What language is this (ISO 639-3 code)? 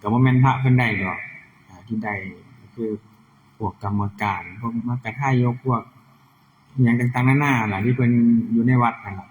tts